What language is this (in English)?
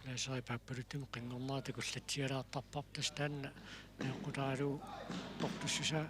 Kalaallisut